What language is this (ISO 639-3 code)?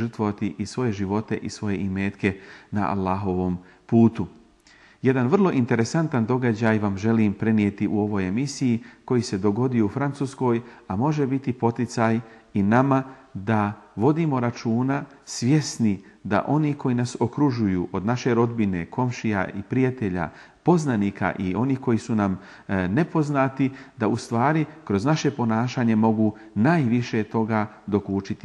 bos